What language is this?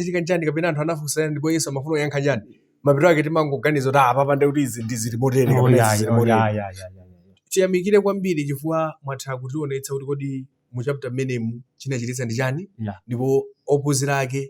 Nyanja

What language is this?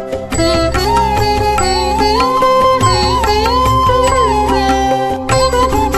Kannada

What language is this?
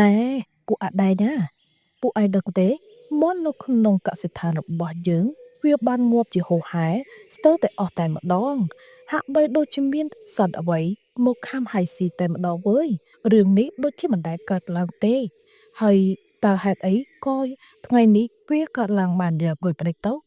Khmer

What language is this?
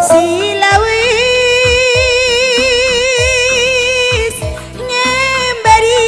Batak Karo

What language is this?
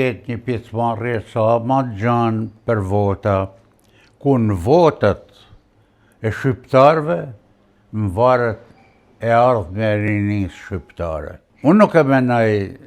Albanian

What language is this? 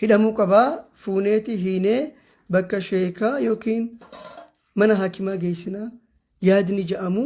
Oromo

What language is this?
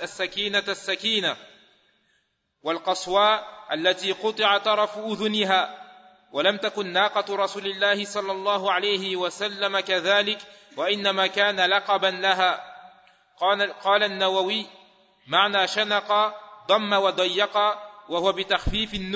Arabic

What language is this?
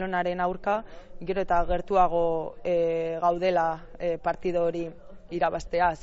Basque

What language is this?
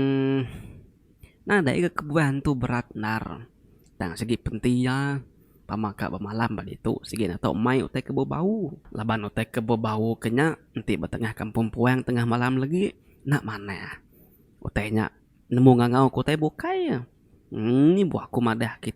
Iban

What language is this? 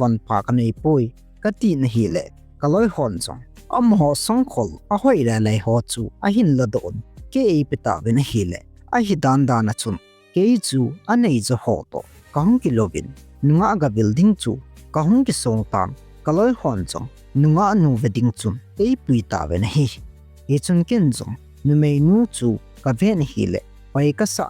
Thado Chin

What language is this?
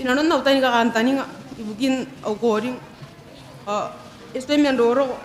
Gilbertese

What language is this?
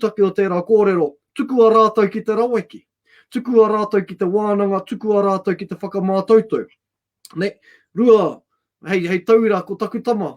Māori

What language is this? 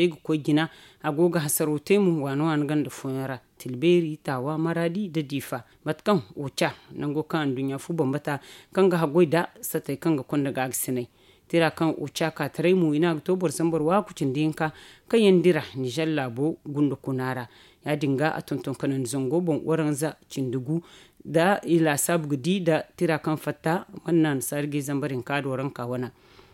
Zarma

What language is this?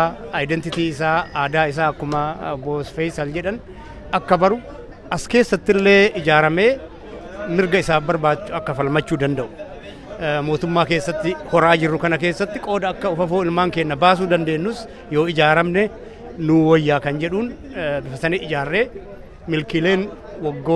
Oromo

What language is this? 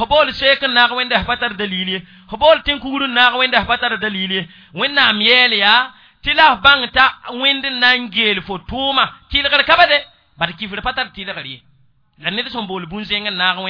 Mossi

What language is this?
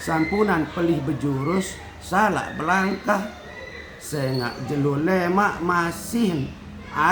Sasak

